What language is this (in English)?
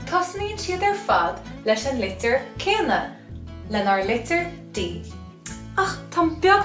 Irish